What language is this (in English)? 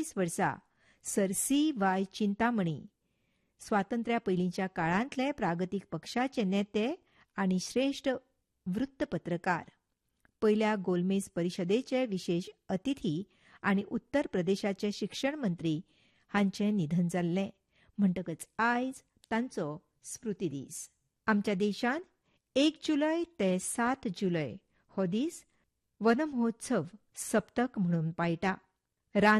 Konkani